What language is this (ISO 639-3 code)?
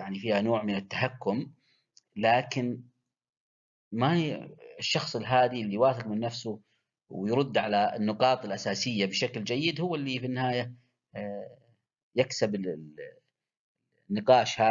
ara